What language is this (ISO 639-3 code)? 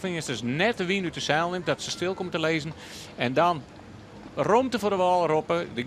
fry